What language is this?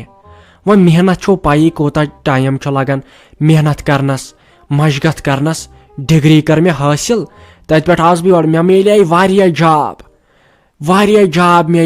Kashmiri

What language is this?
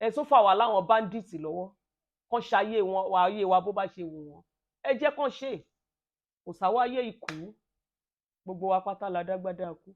Yoruba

